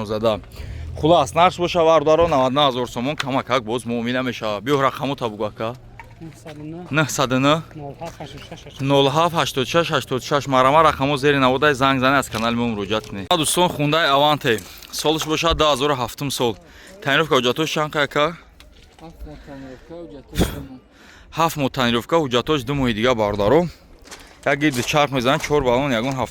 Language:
Tajik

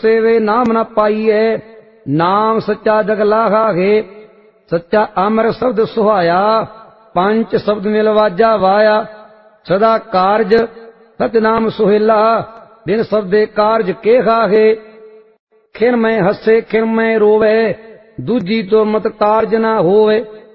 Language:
Punjabi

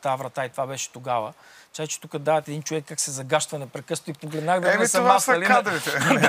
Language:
Bulgarian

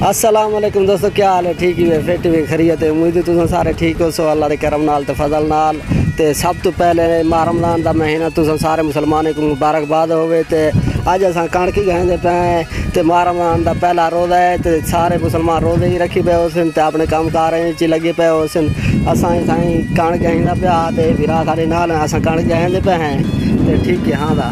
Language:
Saraiki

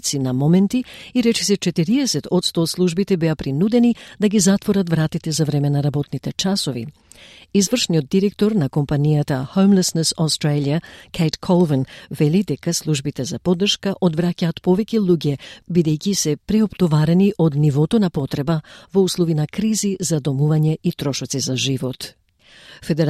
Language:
Macedonian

